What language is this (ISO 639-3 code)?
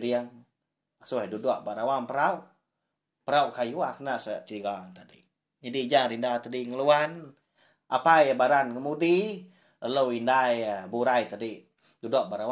iba